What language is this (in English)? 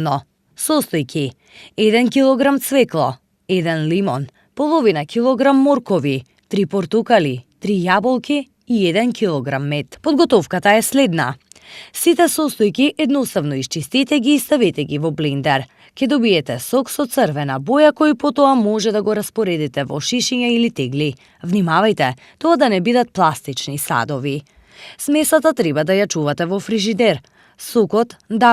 Macedonian